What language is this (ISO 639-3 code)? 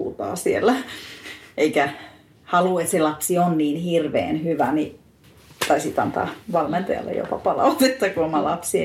fin